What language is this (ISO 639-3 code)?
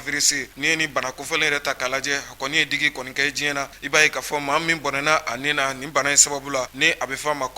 bam